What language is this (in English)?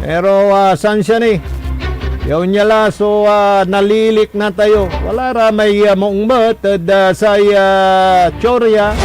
Pangasinan